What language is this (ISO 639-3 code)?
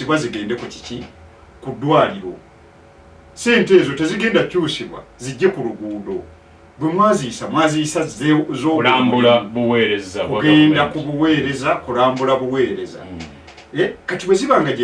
lug